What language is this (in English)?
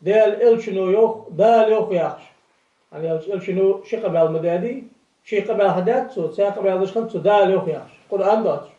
Ingush